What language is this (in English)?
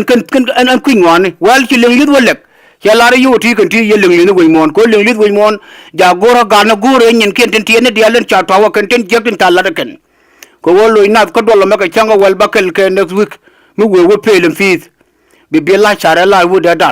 Nuer